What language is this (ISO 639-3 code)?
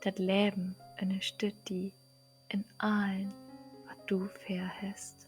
nds